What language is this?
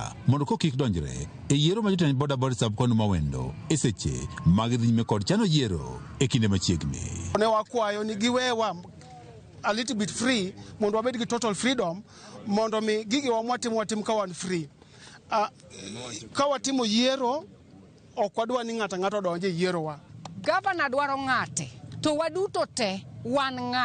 Luo (Kenya and Tanzania)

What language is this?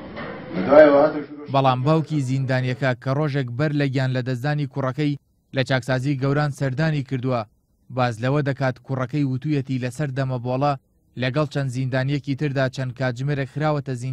Central Kurdish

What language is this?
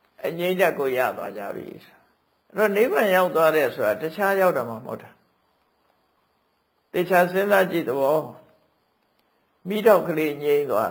Burmese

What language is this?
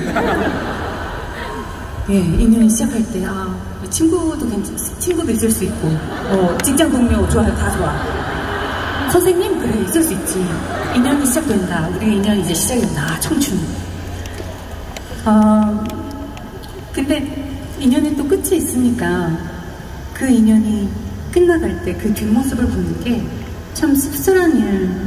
Korean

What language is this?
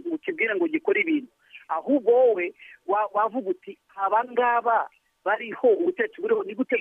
Kinyarwanda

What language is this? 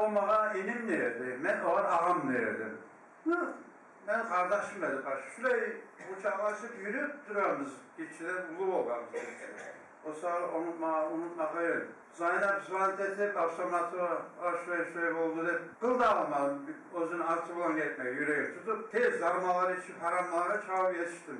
Kumyk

